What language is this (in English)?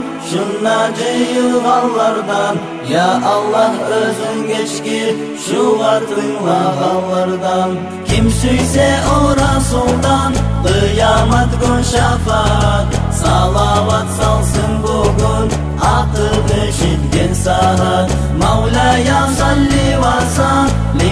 Kumyk